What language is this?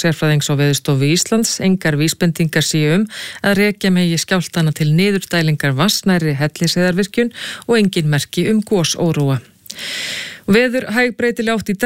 Icelandic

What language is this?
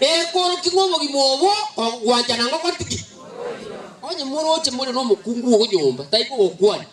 Gusii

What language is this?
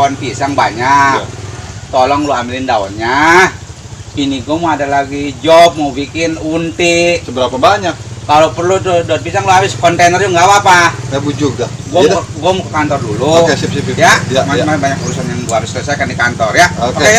Betawi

